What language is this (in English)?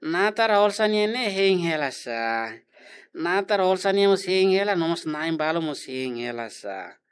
Tetum